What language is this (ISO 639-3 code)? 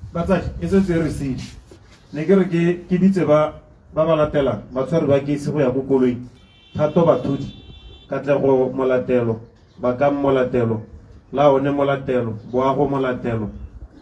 tsn